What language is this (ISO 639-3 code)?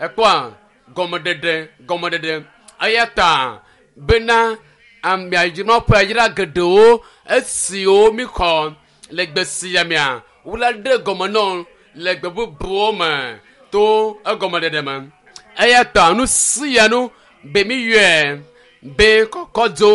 ewe